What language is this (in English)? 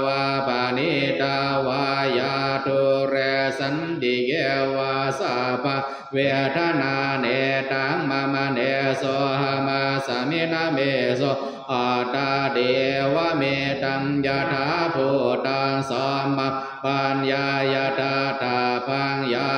Pali